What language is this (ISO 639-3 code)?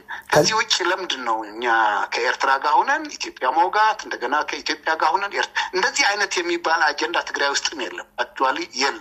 amh